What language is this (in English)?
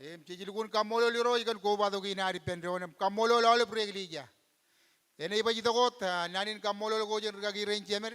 Marshallese